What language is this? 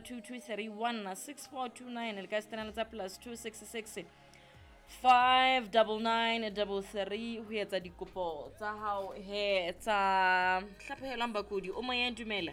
Southern Sotho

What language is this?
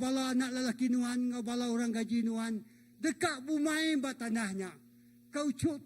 Iban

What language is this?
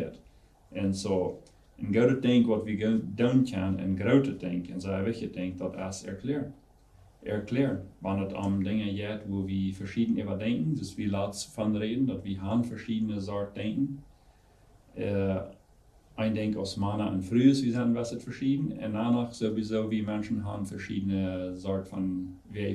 Plautdietsch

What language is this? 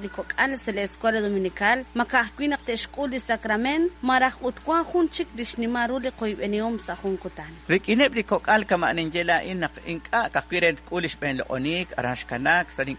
Kekchí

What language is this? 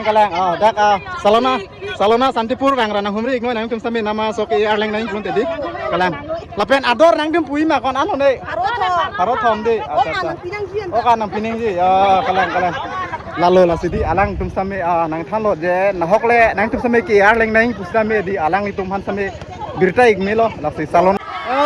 Karbi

